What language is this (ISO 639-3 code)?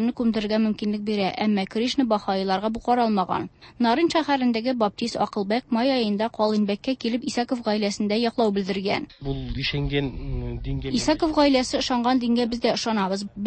tat